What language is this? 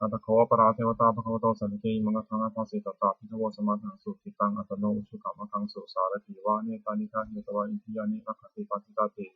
Pali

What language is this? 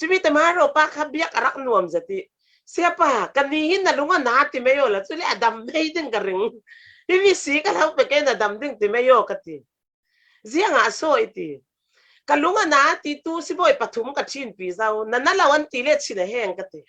Falam Chin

